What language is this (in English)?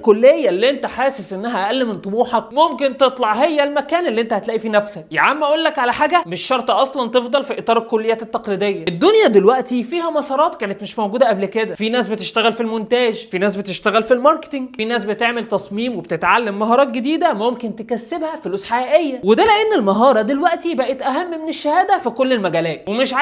Egyptian Arabic